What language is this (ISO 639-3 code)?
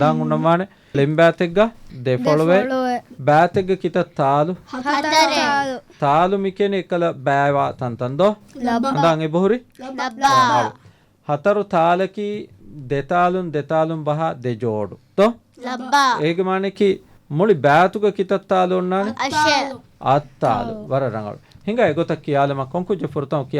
div